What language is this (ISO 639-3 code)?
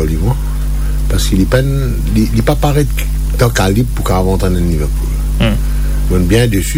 mfe